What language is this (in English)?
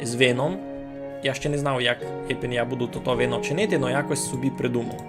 Rusyn